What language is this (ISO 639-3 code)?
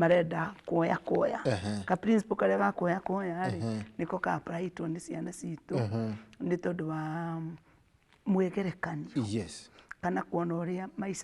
kik